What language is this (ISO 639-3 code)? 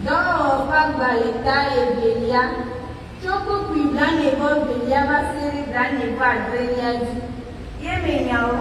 ewe